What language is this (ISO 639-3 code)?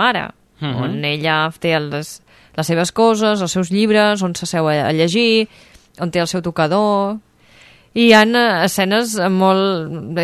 cat